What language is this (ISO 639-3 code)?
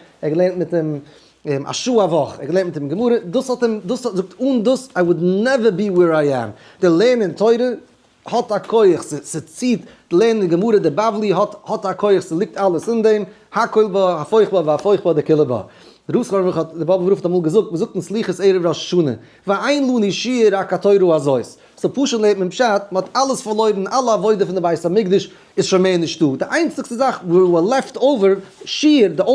yid